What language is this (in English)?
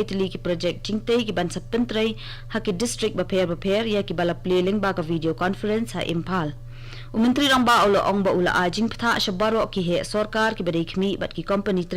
Khasi